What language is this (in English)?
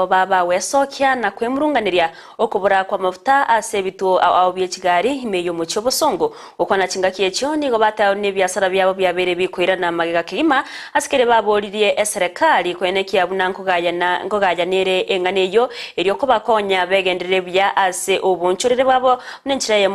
Gusii